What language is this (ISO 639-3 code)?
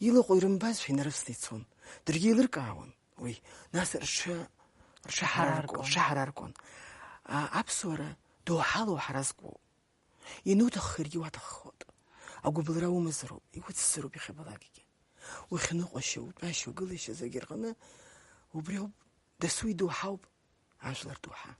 abk